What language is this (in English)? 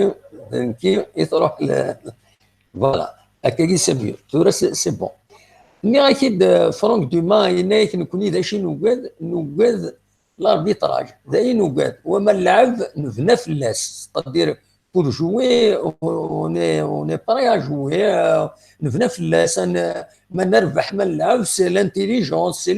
Kabyle